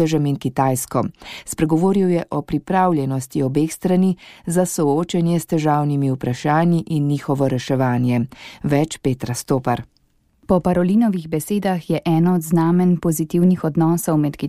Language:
Slovenian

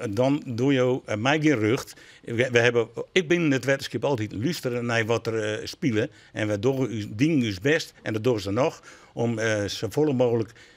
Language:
Western Frisian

